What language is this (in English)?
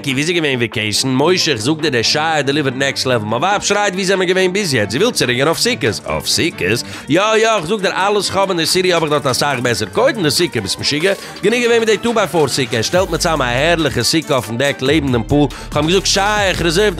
Yiddish